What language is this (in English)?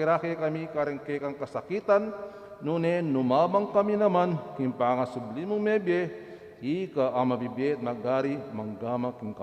Pampanga